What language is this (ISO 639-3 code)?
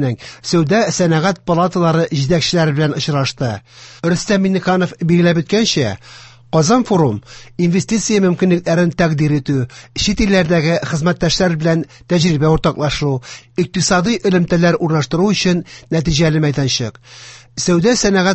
tat